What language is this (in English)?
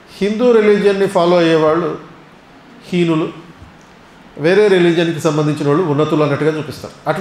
Telugu